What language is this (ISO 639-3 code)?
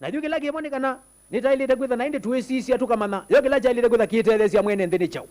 kam